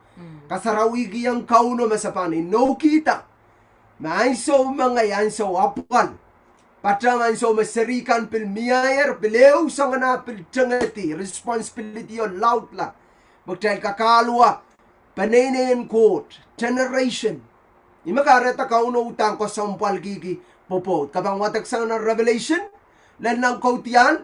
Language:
Pohnpeian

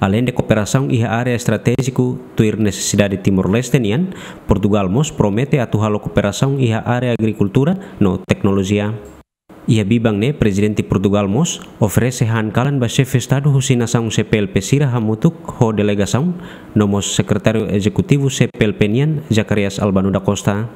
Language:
Tetum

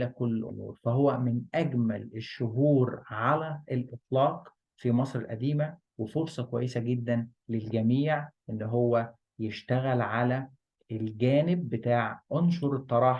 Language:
Egyptian Arabic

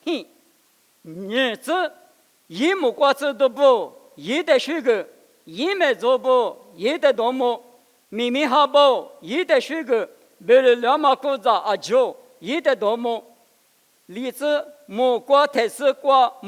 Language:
Lisu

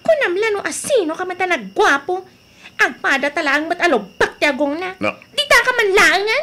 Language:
Iloko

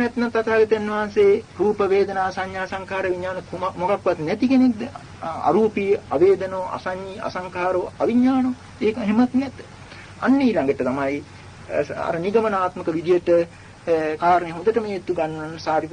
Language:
Sinhala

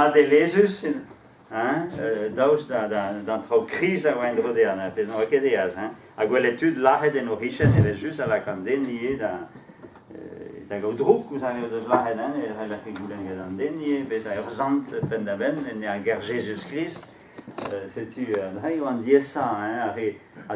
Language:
Breton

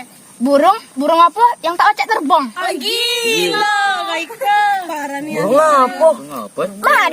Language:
Musi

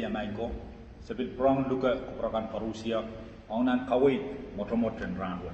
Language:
Pohnpeian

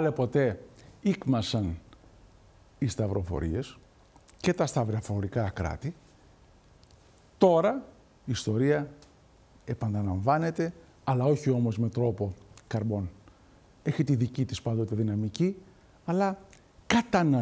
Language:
Greek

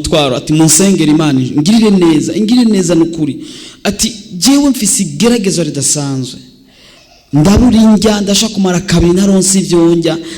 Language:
Rundi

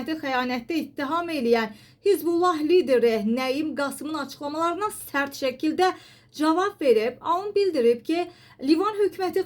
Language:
Azerbaijani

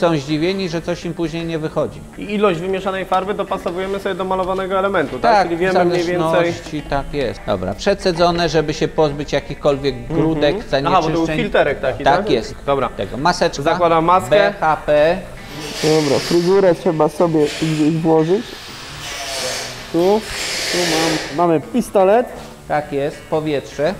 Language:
Polish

